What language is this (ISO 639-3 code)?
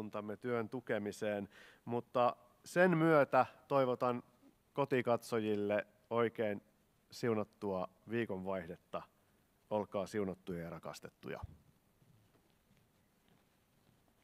fin